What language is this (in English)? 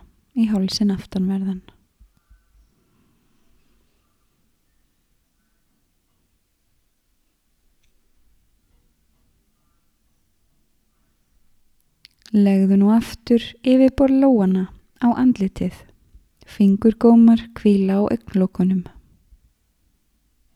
Icelandic